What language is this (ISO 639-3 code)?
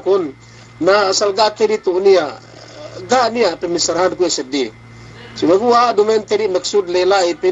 yka